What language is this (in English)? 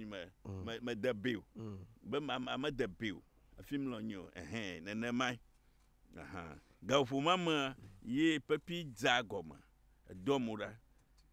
Ewe